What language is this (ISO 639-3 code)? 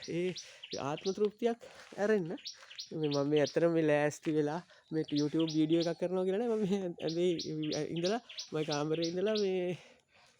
sin